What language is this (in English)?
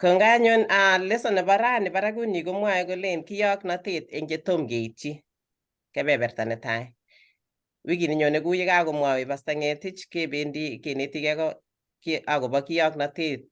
Kalenjin